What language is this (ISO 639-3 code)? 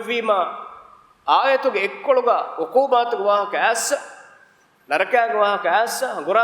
div